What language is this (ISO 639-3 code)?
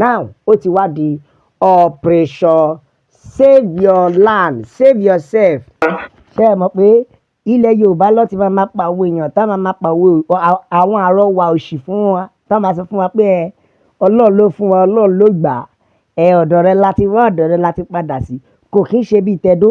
yor